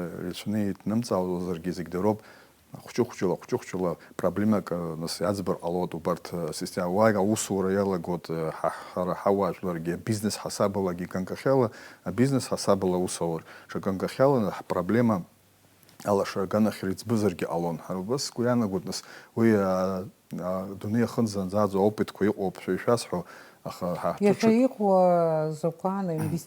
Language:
Abkhazian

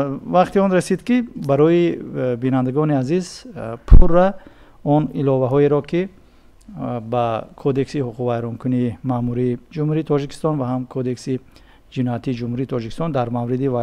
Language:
Tajik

